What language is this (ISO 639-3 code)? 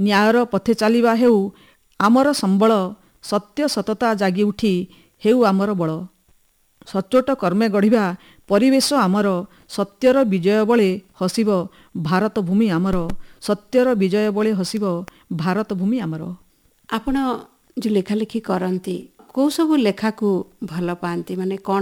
ori